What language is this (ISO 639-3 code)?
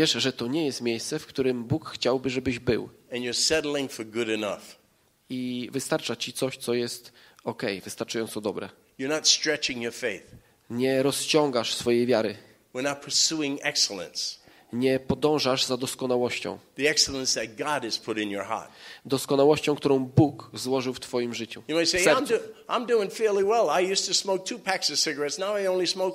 pol